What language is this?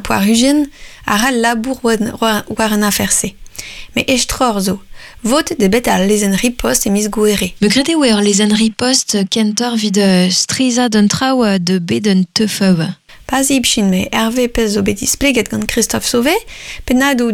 Breton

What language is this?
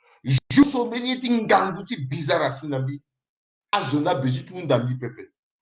Sango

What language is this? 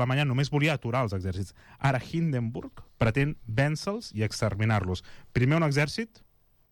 Catalan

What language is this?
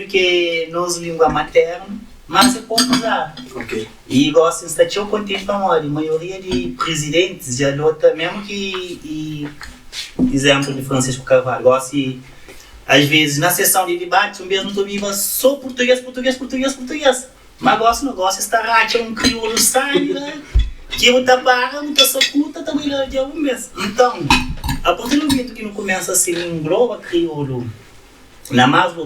Kabuverdianu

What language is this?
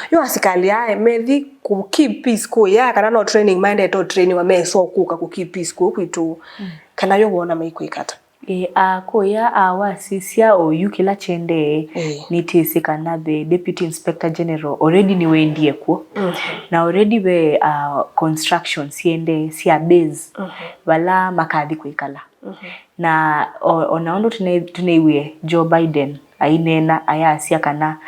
Kamba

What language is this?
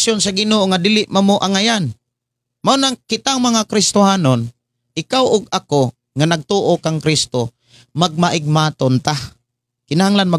Cebuano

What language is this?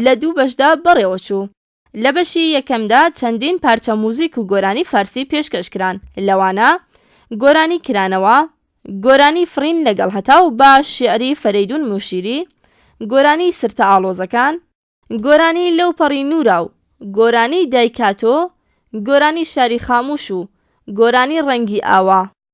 Central Kurdish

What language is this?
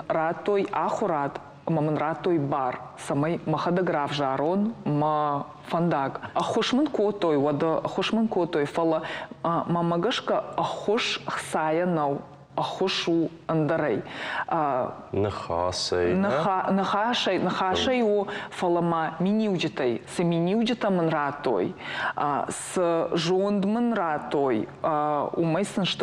Ossetic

